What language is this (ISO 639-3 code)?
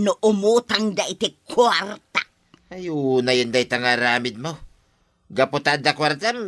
ilo